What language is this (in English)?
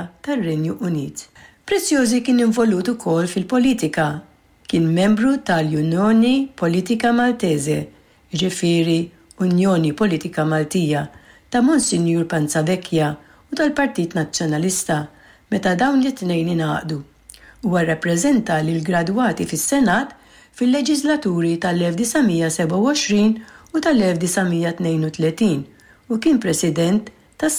Maltese